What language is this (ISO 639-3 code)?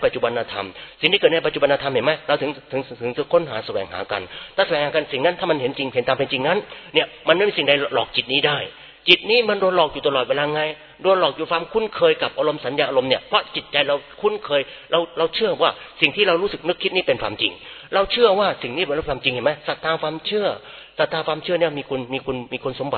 tha